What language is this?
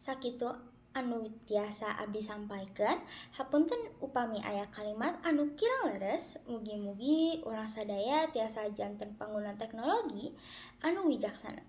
Sundanese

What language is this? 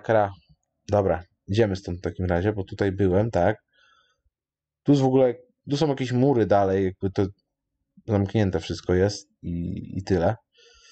Polish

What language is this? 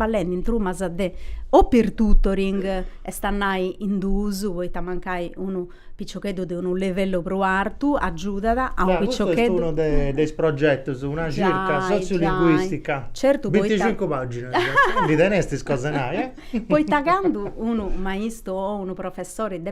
Sardinian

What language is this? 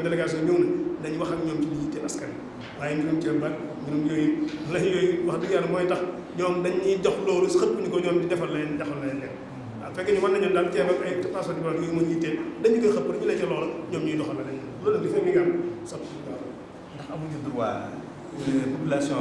Wolof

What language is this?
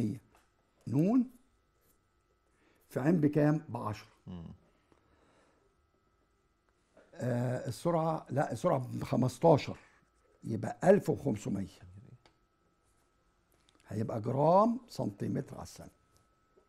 Egyptian Arabic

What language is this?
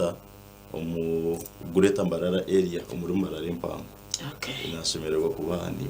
Nyankole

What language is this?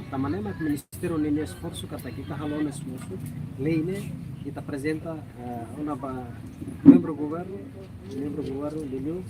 Tetum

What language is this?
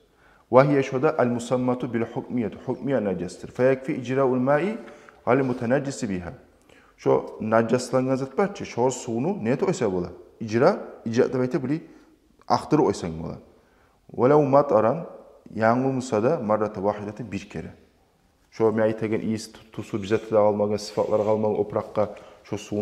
Kumyk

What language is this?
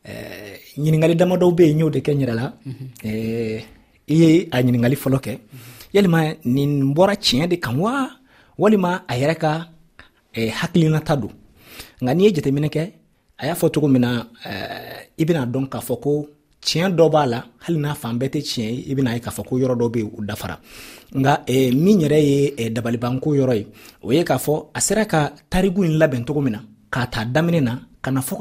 Dyula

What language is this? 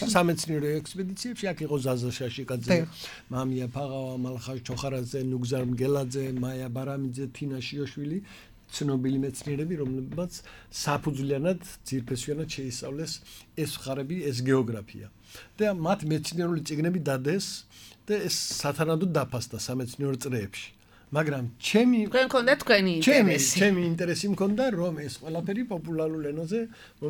Georgian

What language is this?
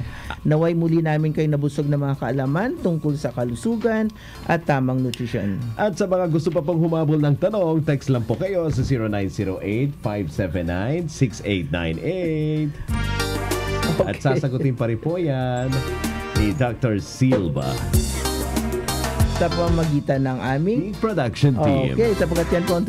Filipino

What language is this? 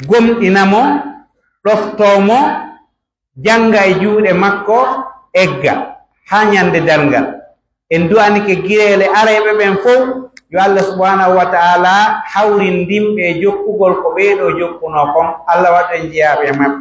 Pular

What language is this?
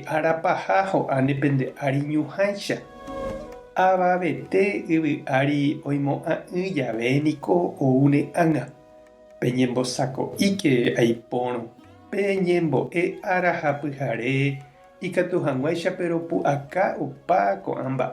Guarani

